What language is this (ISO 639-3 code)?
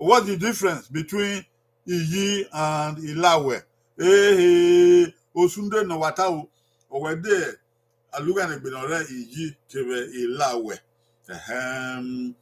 bin